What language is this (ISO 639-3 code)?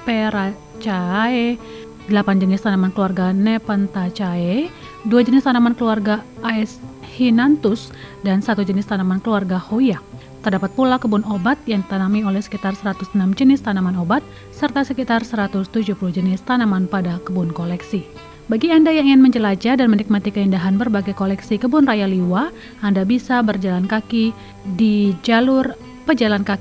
ind